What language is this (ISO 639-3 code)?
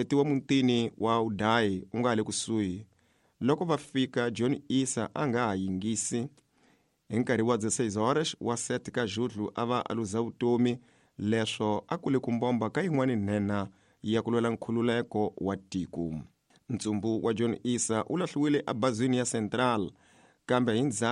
tso